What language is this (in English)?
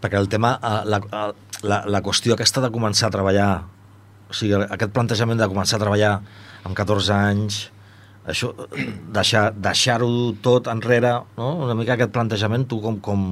Catalan